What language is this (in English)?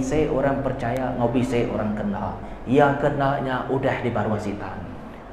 Iban